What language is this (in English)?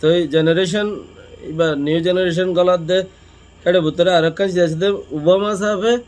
Rohingya